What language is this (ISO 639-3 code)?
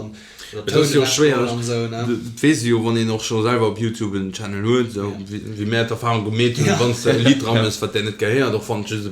ltz